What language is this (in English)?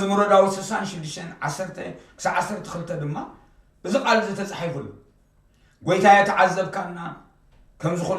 Tigrinya